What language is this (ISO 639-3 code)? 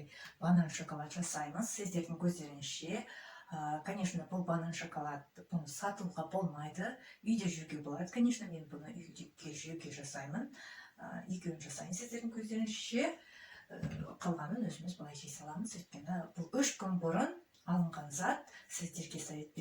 kaz